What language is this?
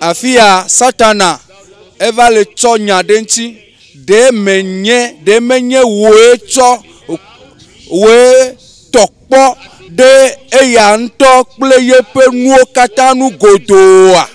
Ewe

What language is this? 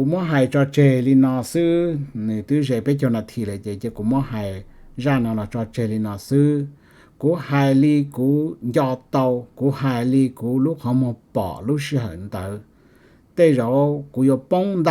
Hmong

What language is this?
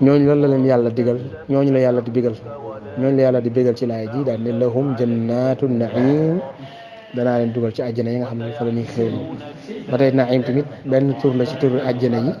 Wolof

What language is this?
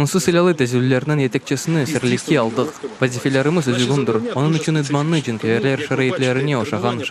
Crimean Tatar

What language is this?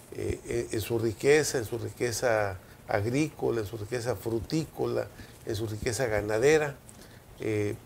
Spanish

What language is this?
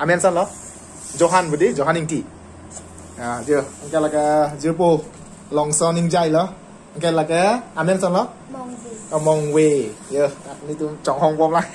Karbi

